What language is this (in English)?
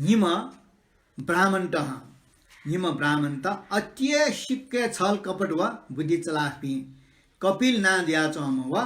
Newari